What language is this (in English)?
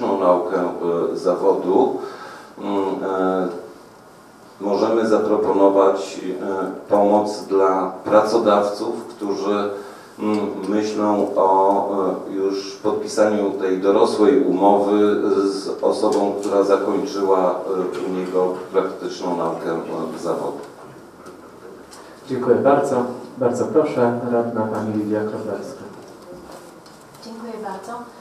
Polish